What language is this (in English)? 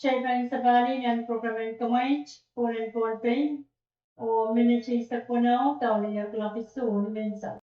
Pohnpeian